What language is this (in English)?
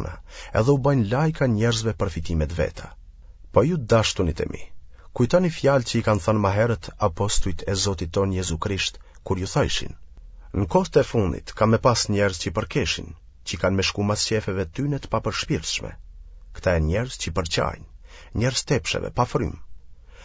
Albanian